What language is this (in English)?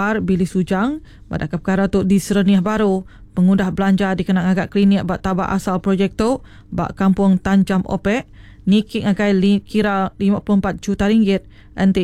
Iban